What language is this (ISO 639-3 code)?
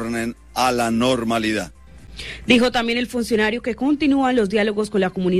spa